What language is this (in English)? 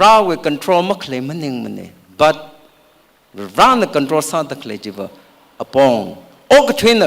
Tangkhul Naga (India)